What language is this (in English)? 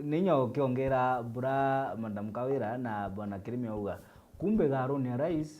Meru